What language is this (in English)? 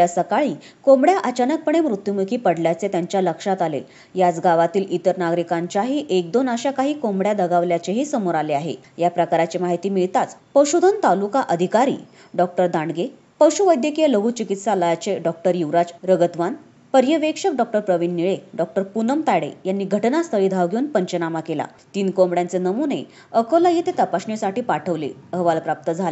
Marathi